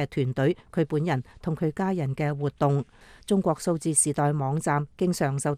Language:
Cantonese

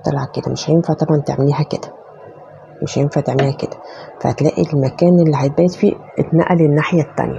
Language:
Egyptian Arabic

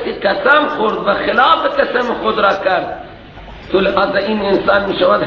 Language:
Persian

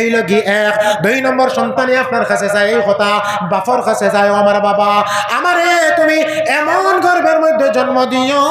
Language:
Sylheti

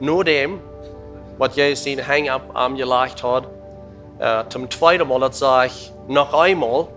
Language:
Plautdietsch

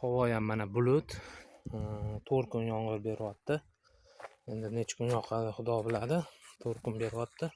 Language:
Uzbek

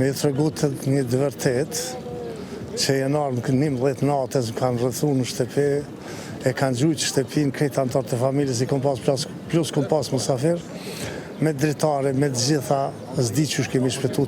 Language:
Albanian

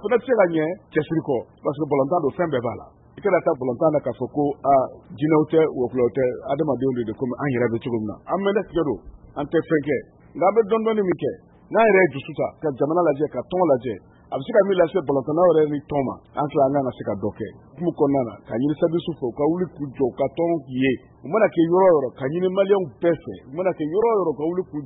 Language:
Bambara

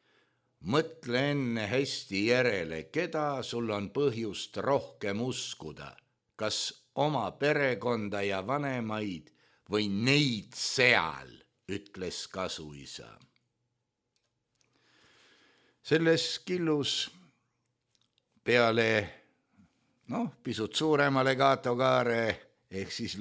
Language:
Estonian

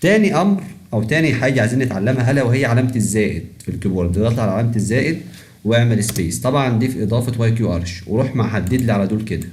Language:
Egyptian Arabic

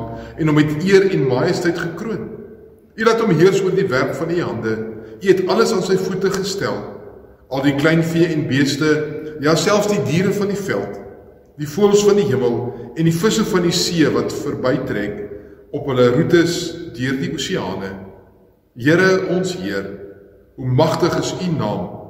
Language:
Afrikaans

